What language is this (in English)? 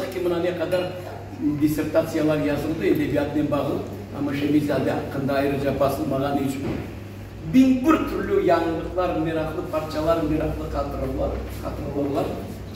Crimean Tatar